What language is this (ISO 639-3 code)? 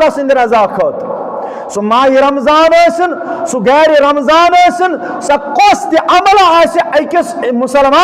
kas